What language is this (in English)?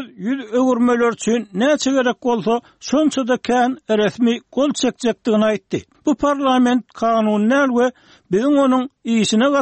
Turkmen